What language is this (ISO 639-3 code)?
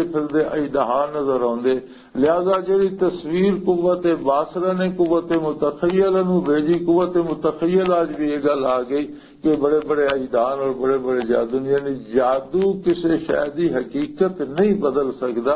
lah